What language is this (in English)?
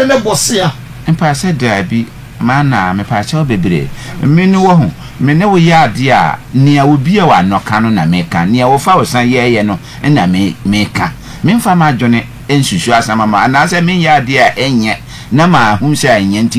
Akan